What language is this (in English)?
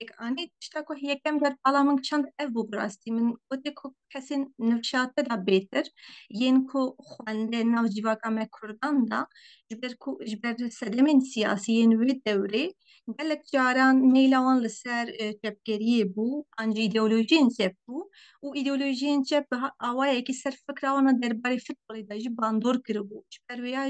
Kurdish